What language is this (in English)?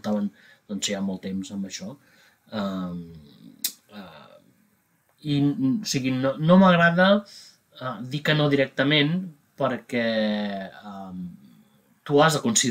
Catalan